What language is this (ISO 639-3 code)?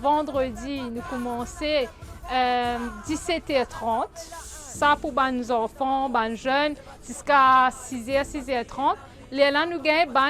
mfe